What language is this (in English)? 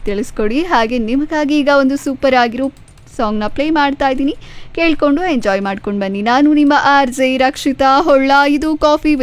Kannada